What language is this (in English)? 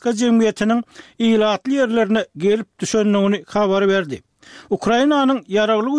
Turkmen